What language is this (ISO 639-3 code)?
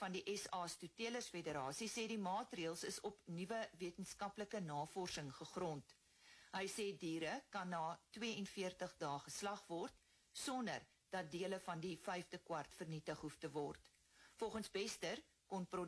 afr